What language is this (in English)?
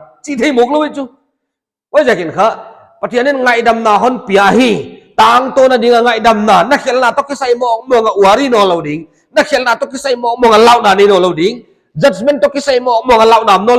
Paite Chin